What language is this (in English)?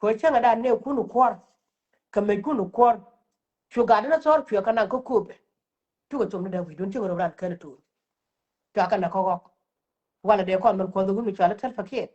Nuer